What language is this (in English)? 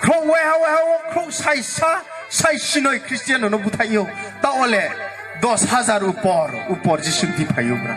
Riang (India)